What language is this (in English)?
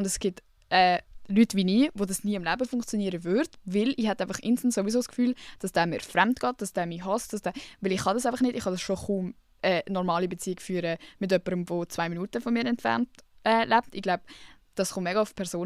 Swiss German